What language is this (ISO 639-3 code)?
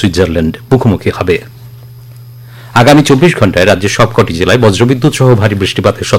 ben